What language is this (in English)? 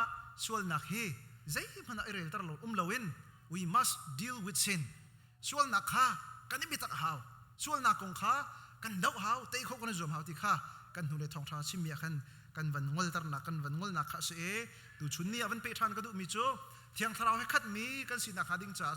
Hakha Chin